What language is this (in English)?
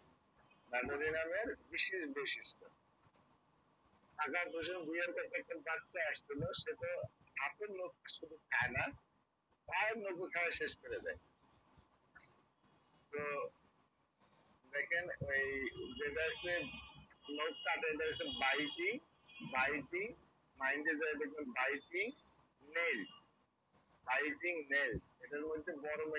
Bangla